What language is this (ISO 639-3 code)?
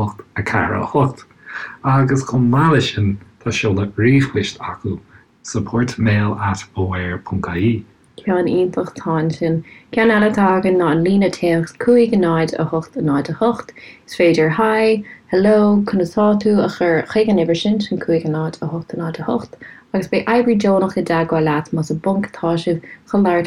gle